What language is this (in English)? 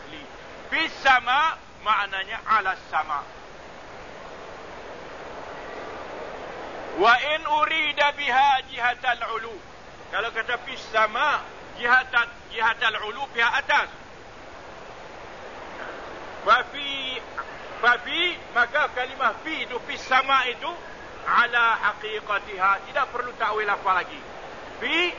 Malay